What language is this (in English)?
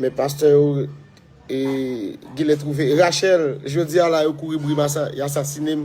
Haitian Creole